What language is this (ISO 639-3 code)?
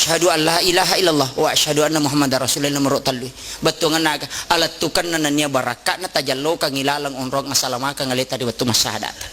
bug